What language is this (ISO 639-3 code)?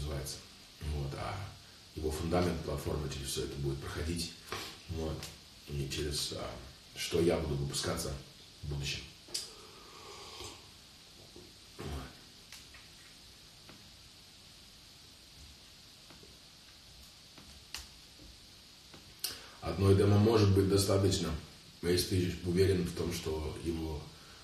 rus